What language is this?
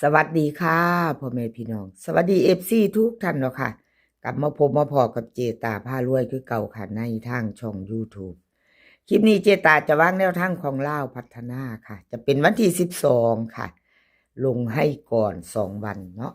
Northeastern Thai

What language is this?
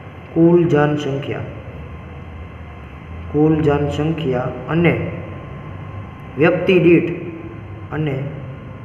Gujarati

